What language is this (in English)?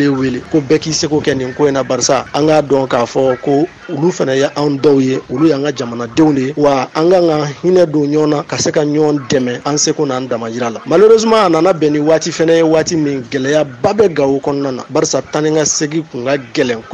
Bambara